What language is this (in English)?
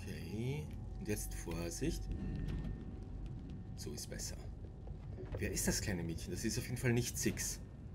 German